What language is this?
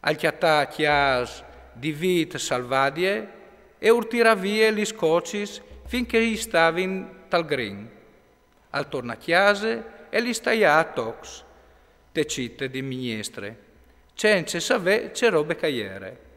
Friulian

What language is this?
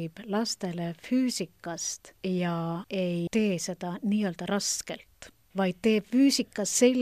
Estonian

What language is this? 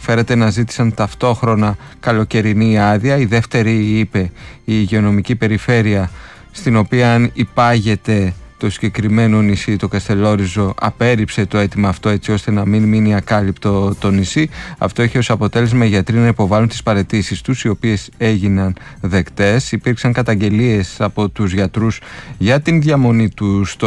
Greek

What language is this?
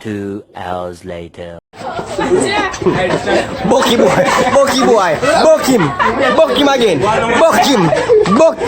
Jamaican Creole English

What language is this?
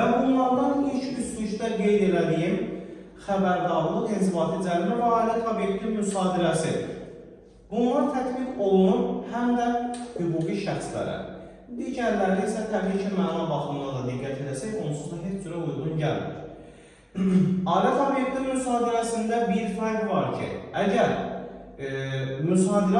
Azerbaijani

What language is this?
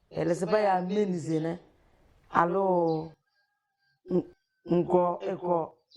Tem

